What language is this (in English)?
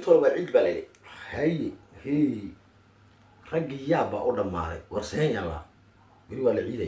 Somali